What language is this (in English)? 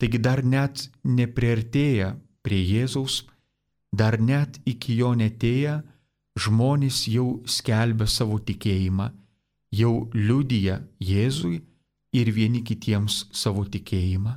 Lithuanian